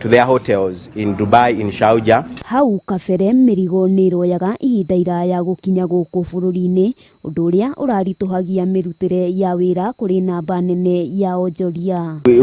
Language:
Kikuyu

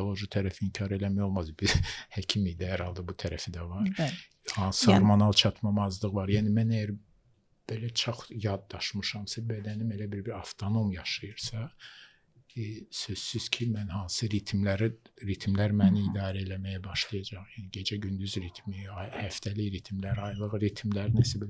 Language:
Azerbaijani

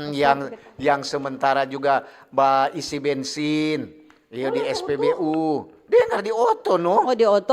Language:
Manado Malay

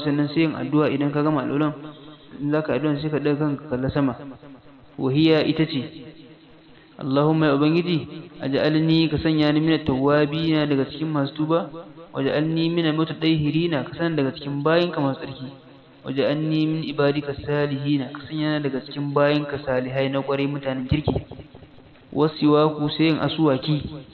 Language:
Hausa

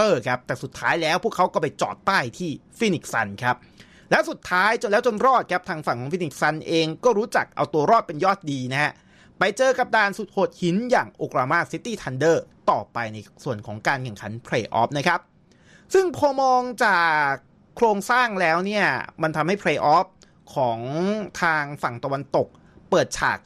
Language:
Thai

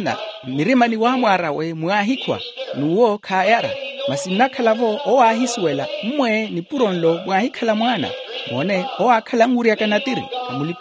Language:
Makhuwa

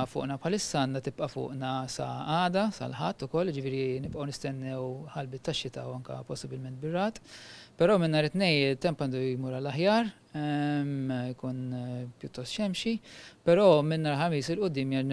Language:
Maltese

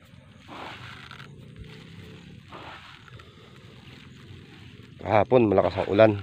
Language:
Filipino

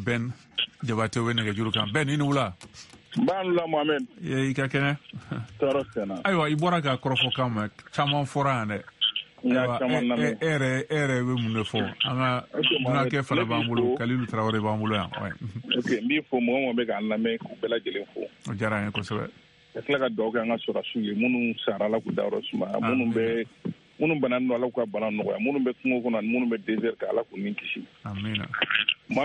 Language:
Bambara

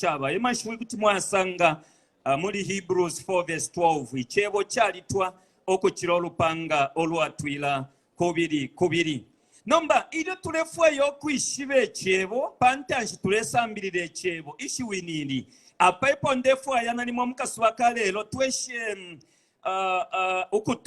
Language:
Bemba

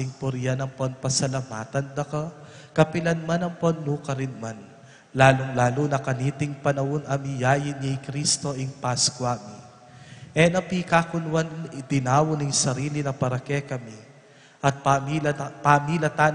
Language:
Pampanga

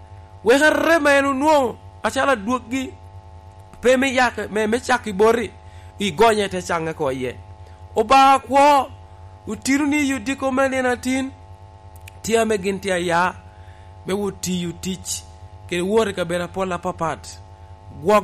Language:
Lango (Uganda)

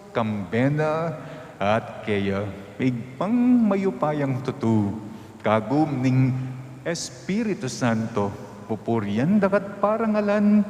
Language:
Pampanga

